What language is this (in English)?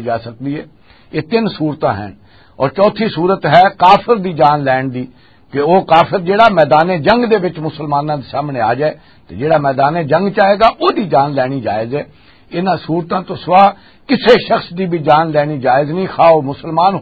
Western Panjabi